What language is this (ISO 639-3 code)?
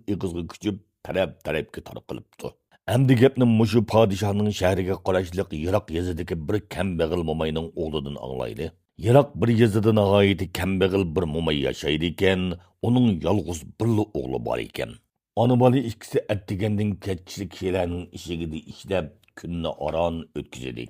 uig